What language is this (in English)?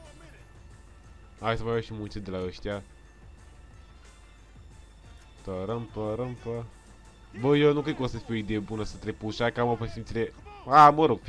Romanian